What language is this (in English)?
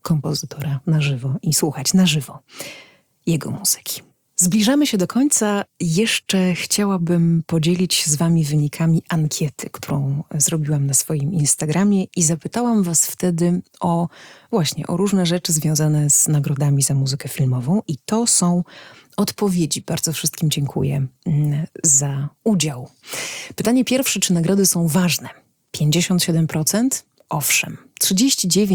Polish